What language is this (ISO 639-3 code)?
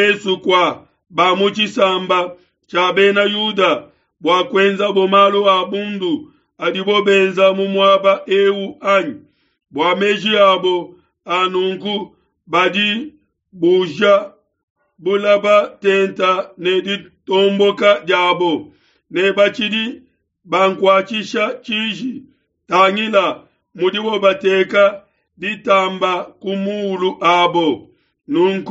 lua